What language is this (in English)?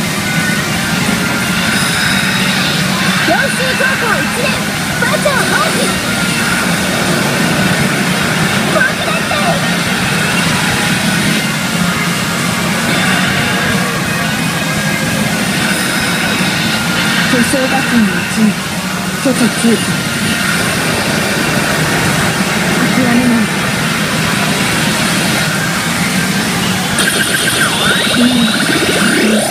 Japanese